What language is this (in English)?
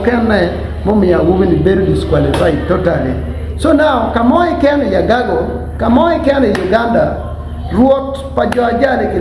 Acoli